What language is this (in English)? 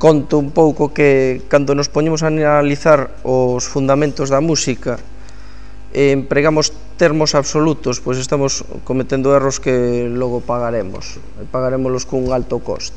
Galician